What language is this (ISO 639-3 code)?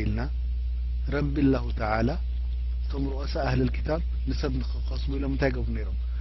tir